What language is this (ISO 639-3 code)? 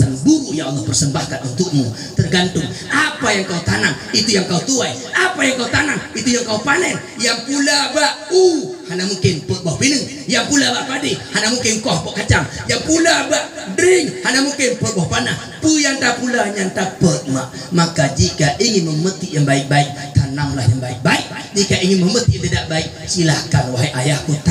ace